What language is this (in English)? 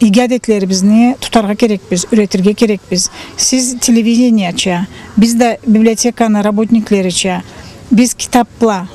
Karachay-Balkar